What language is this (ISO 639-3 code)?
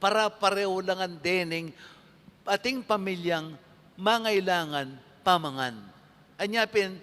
pam